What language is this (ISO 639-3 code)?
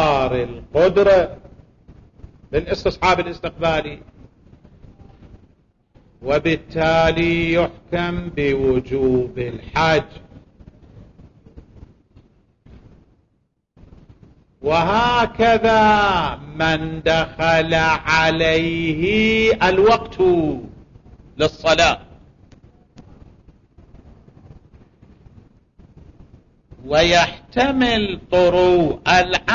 ara